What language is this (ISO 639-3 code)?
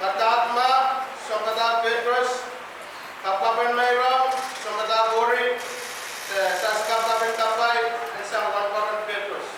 pon